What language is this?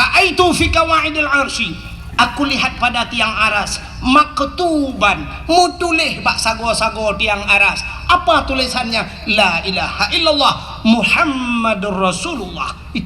Achinese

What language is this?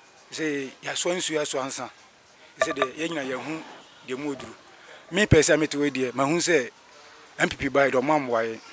Akan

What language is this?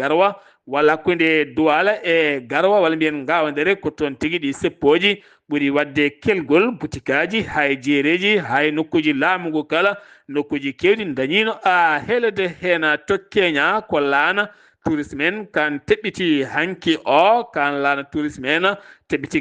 Fula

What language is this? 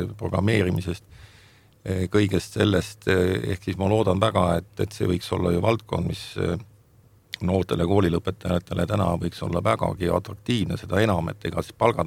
Estonian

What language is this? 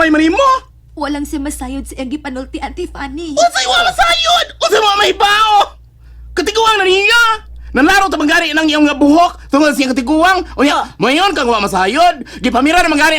Cebuano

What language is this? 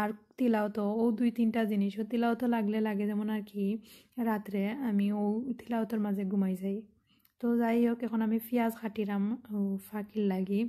Sylheti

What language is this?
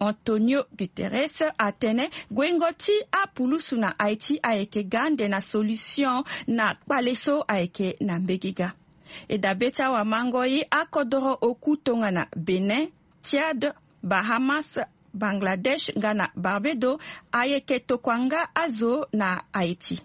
Sango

